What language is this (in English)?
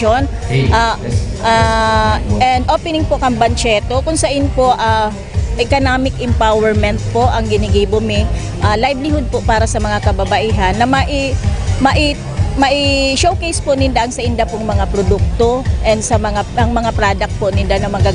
Bikol